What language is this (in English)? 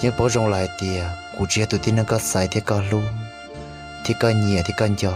Hmong